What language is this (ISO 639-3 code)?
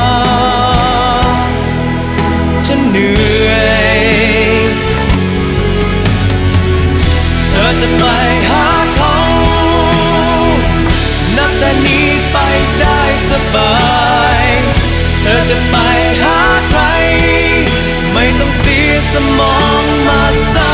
tha